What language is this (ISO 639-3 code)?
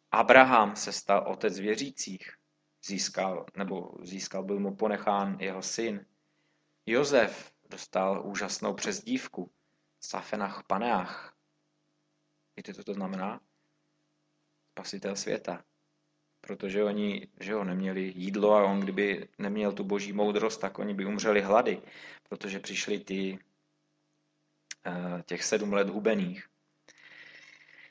ces